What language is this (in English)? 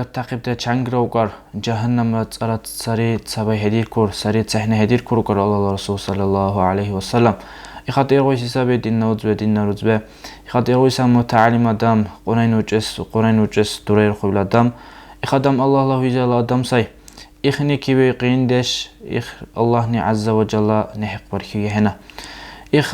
Dargwa